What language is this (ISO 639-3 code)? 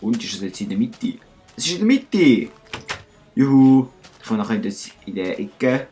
gsw